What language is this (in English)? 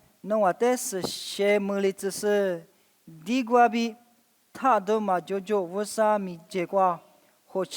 Lisu